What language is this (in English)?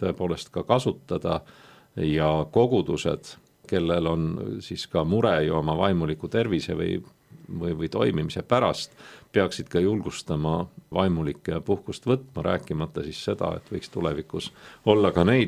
Estonian